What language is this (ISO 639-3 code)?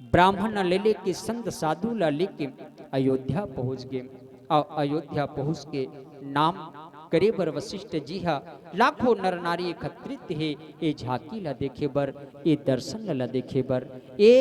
hne